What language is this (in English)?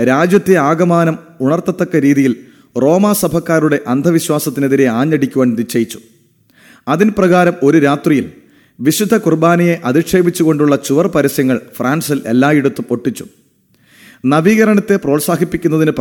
Malayalam